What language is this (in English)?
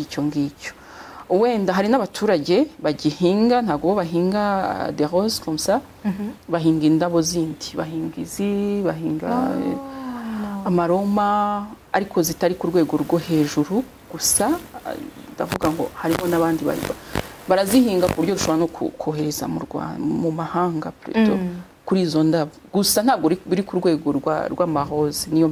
Kinyarwanda